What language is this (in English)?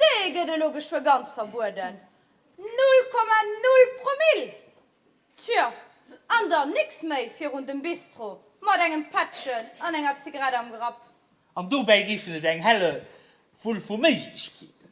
Luxembourgish